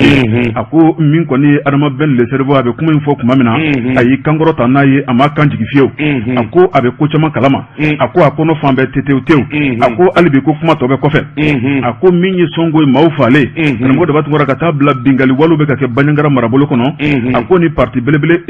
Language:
Bambara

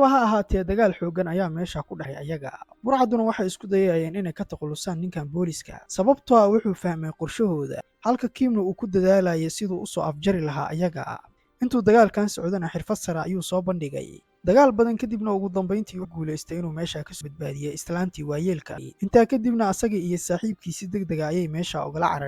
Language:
Somali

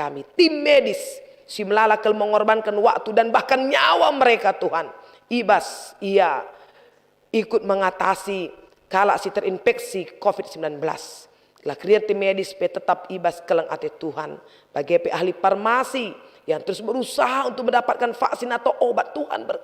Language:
Batak Karo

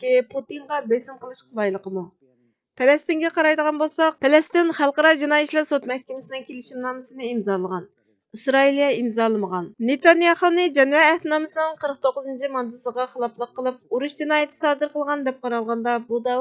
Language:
Uyghur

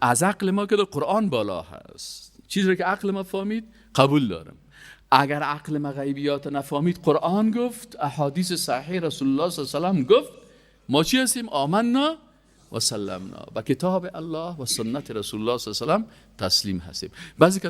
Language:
Persian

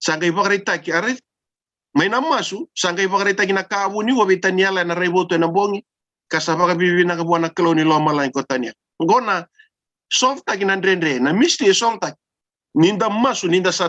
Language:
Fijian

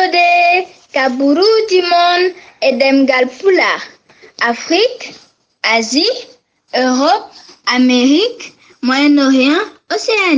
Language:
Fula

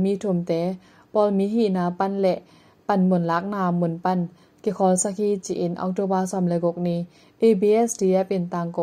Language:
Tedim Chin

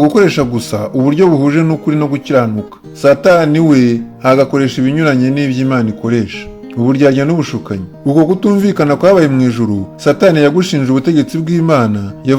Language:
Kinyarwanda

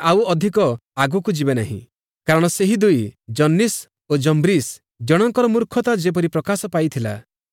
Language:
Odia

